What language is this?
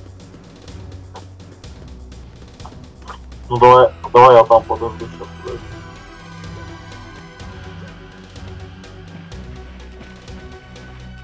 Russian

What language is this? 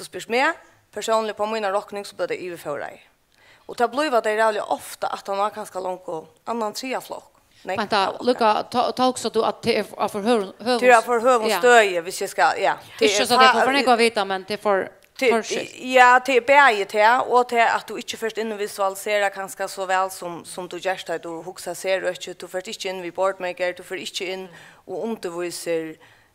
Faroese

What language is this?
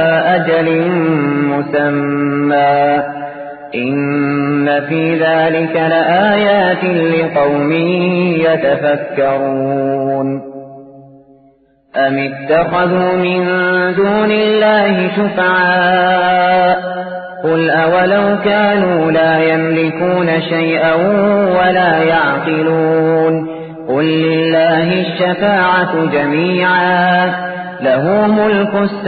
Arabic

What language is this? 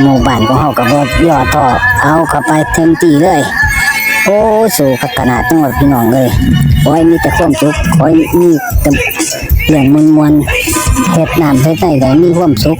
Northeastern Thai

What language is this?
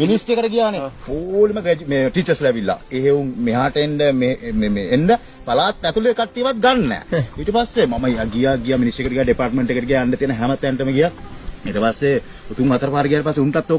Sinhala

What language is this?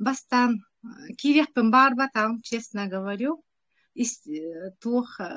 Yakut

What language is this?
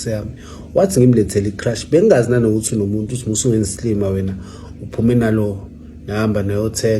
Zulu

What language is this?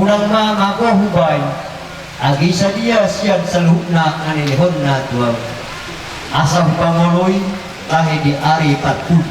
Batak Toba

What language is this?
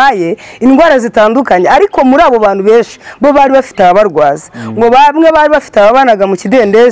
Kinyarwanda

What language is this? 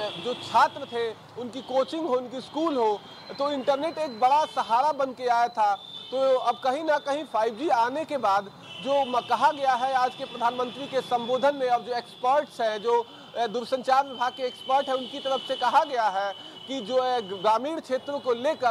Hindi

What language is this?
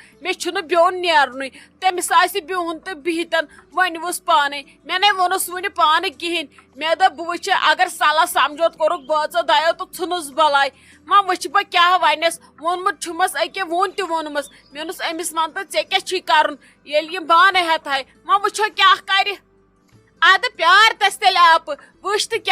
Kashmiri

